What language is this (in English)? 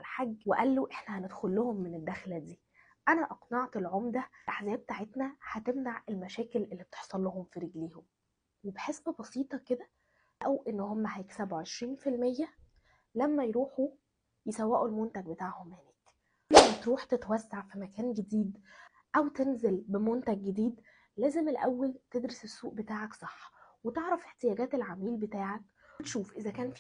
Egyptian Arabic